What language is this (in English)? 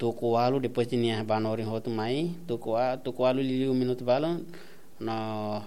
Tetum